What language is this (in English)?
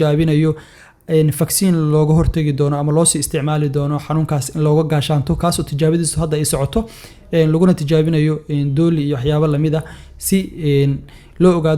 Somali